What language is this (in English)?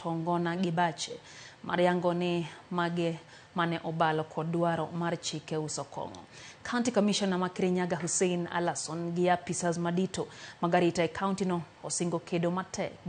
Luo (Kenya and Tanzania)